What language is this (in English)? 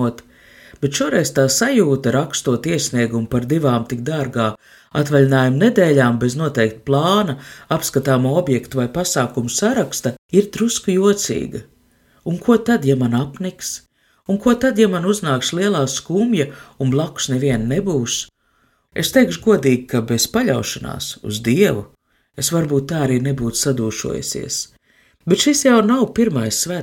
Latvian